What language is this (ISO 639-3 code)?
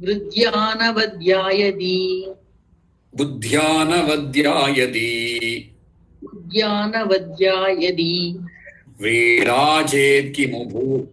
san